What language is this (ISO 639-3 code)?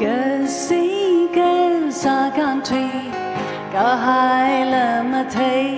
nmf